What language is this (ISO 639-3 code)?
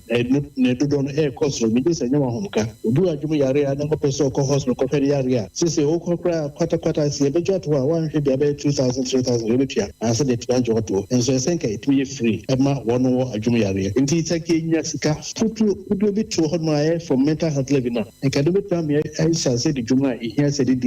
aka